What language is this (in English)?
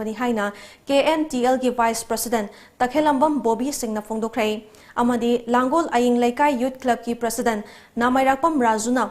Manipuri